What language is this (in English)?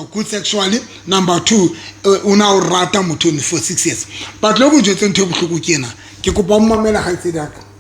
Southern Sotho